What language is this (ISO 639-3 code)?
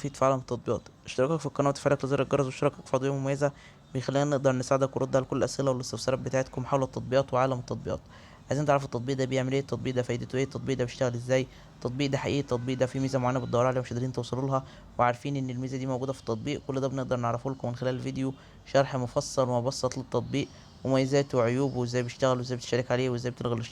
arz